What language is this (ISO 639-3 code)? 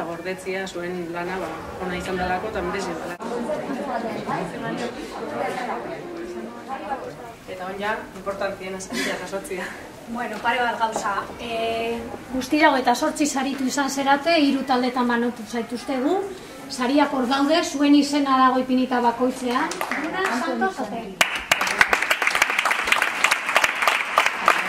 eus